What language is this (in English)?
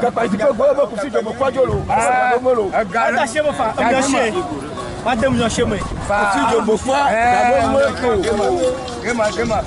Ewe